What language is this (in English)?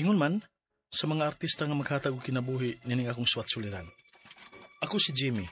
Cebuano